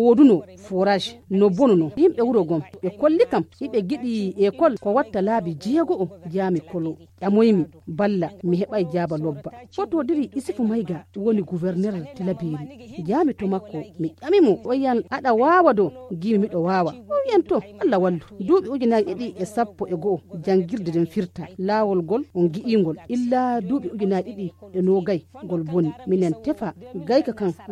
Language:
Fula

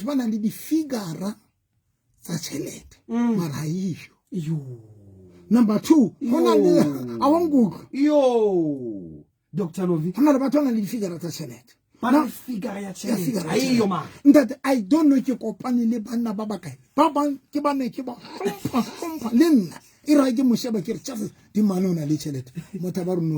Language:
Southern Sotho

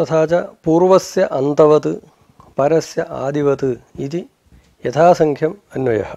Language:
Sanskrit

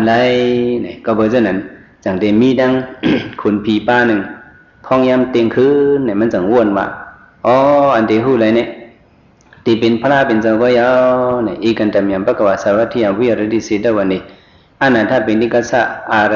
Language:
Shan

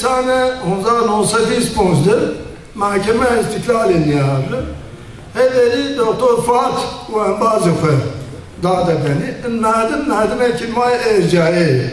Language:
Zaza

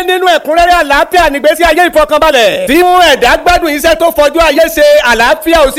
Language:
Yoruba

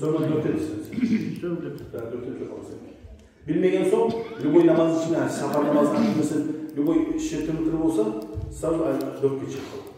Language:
Kumyk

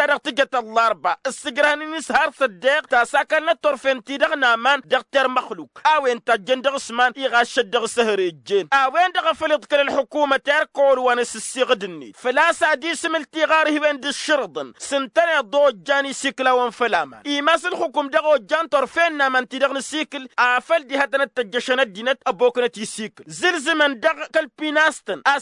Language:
Tamasheq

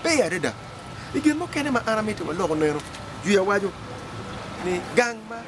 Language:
Acoli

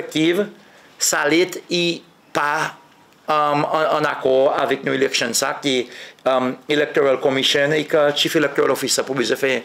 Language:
Seselwa Creole French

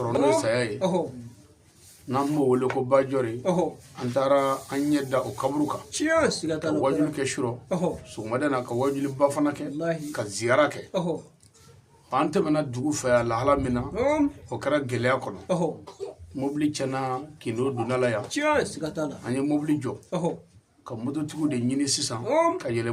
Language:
Bambara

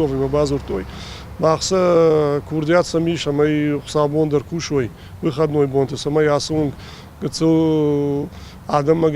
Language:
Ossetic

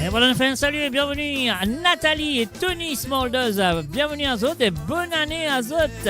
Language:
Morisyen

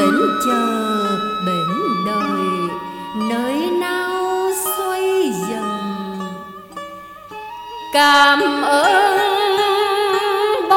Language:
Vietnamese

